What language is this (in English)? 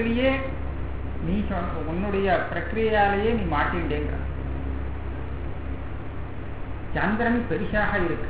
Tamil